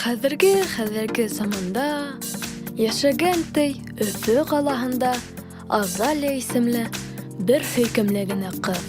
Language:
Bashkir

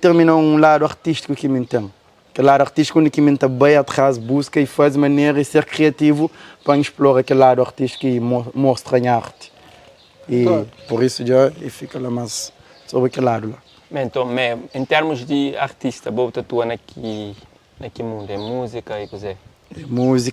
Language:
Kabuverdianu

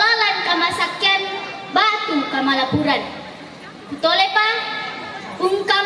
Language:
Toraja-Sa'dan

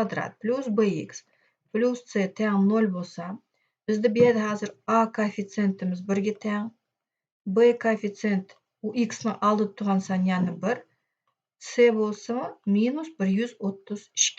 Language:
Uyghur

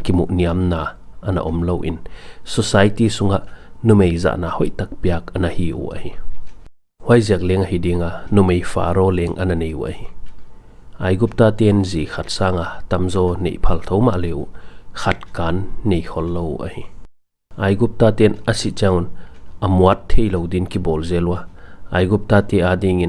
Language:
Paite Chin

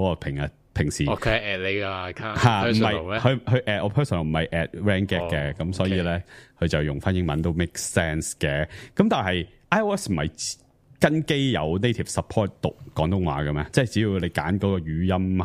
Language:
Cantonese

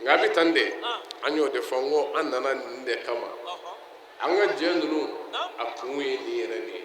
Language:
Bambara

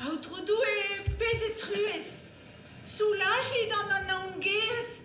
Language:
Breton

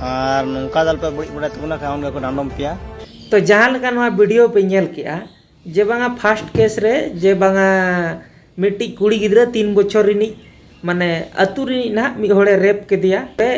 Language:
Santali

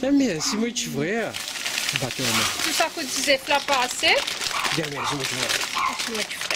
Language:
Morisyen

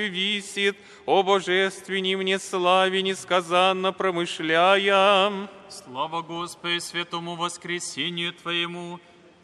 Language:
Church Slavic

